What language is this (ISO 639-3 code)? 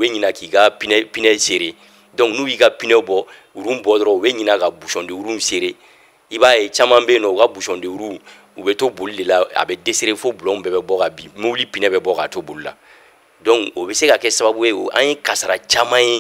bam